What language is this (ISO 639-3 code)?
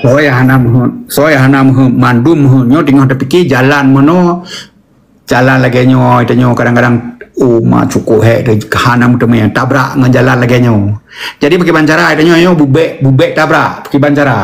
ace